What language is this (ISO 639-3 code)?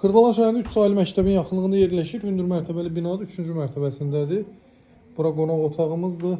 aze